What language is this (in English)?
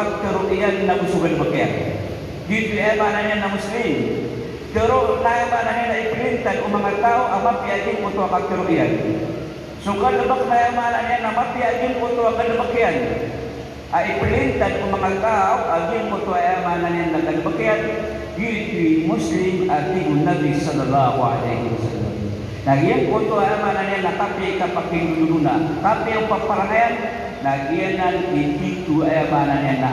Maranao